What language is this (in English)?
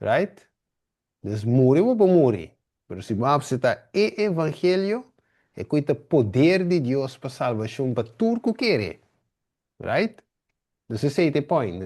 Papiamento